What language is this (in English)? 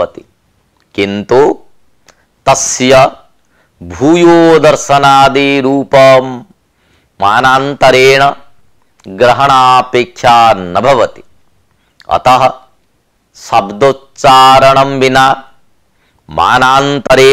Sanskrit